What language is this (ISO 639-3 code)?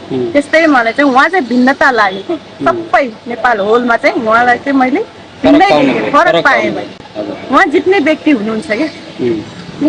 nep